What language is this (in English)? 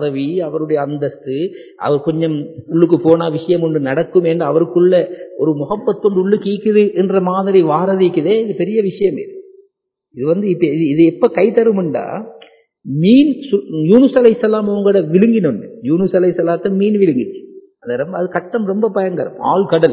Tamil